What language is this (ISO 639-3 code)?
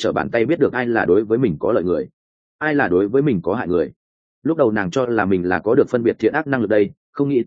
vie